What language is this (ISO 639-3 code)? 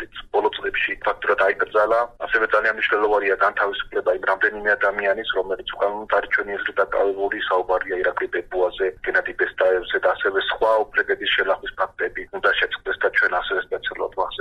kat